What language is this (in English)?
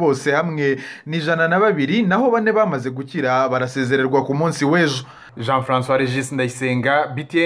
Kinyarwanda